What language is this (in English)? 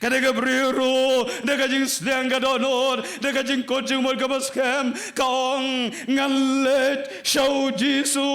Khasi